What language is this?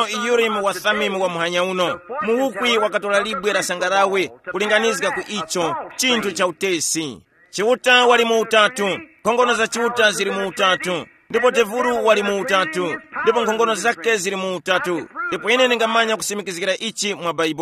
Tumbuka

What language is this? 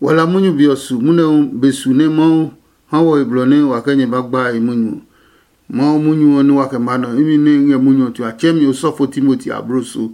Adangme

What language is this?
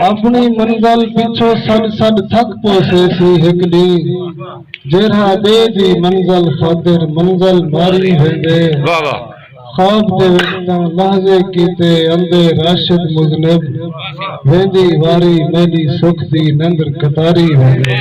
Saraiki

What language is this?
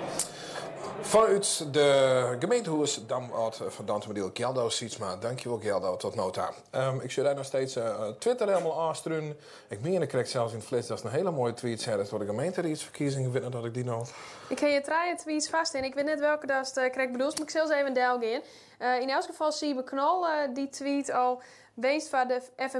Western Frisian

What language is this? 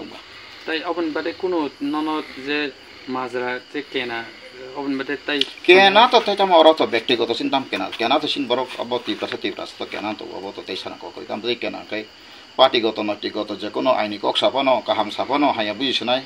Kok Borok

